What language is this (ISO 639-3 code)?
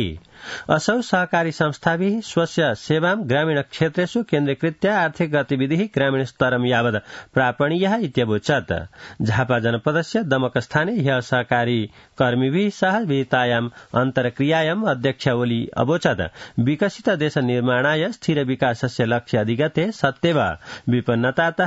san